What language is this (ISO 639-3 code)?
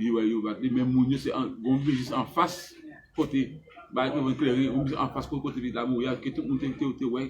hat